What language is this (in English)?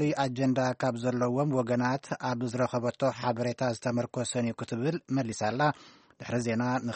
Tigrinya